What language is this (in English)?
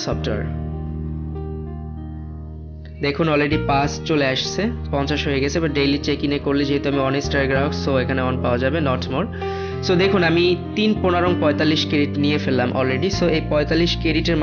Bangla